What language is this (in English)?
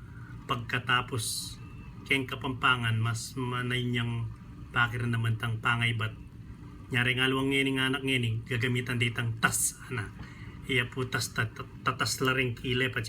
Pampanga